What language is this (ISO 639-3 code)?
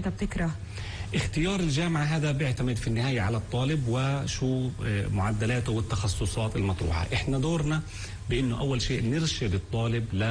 apc